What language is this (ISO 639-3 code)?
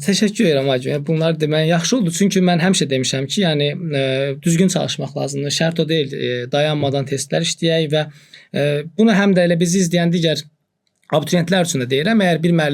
aze